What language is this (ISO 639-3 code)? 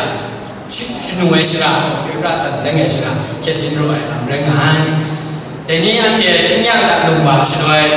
kac